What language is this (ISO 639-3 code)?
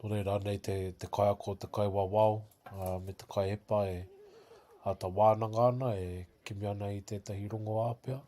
mri